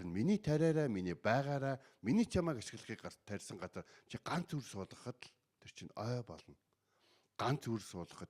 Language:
Mongolian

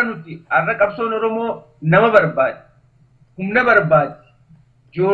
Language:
Oromo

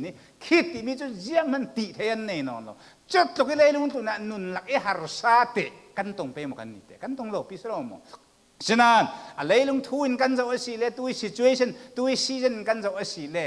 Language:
Falam Chin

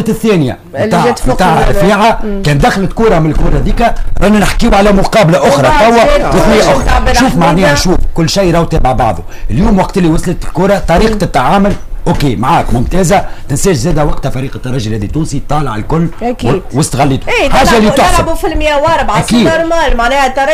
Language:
Tunisian Arabic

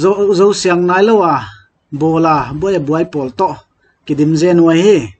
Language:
Paite Chin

